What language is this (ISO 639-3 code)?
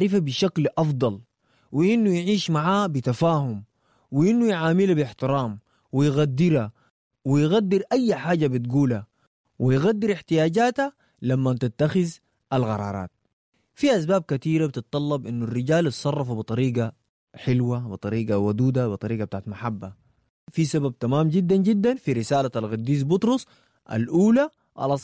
apd